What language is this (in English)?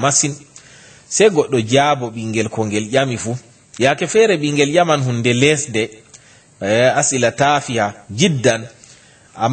Fula